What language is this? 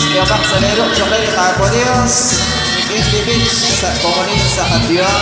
Kekchí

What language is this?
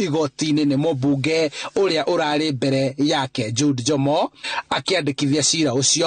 Kikuyu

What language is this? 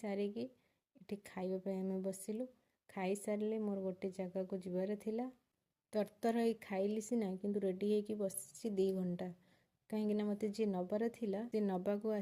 Odia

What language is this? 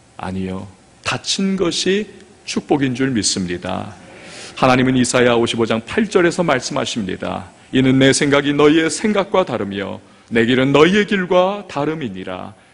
Korean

